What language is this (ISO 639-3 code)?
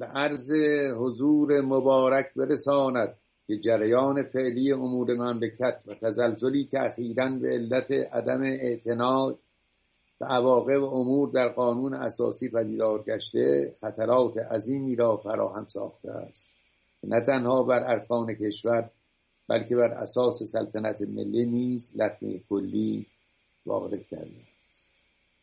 fas